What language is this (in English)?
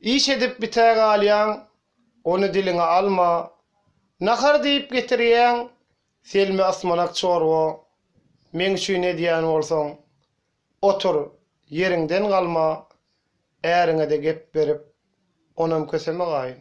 Turkmen